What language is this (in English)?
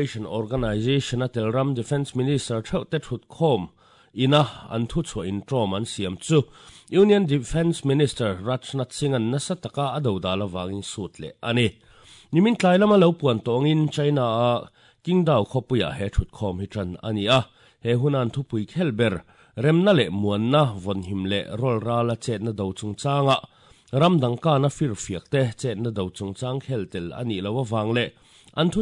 Mizo